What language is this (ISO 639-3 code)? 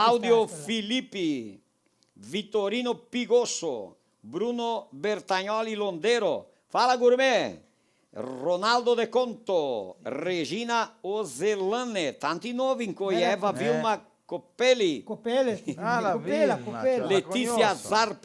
vec